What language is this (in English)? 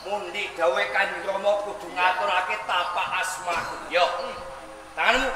Javanese